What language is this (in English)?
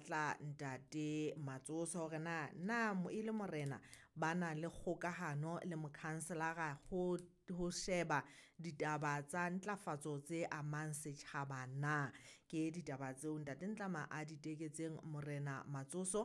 Southern Sotho